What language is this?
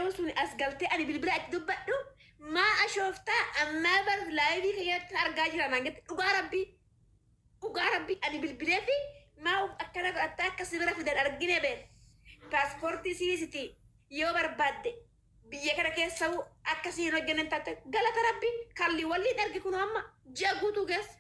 Oromo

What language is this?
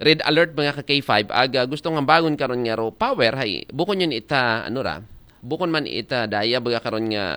Aklanon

